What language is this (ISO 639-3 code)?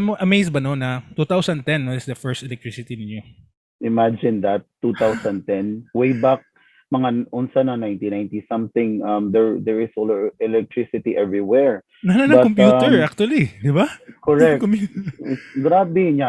ceb